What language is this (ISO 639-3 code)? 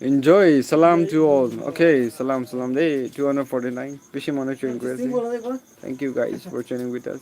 nag